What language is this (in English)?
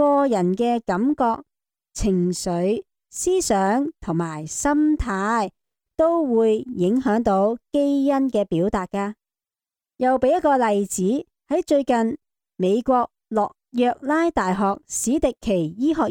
Cantonese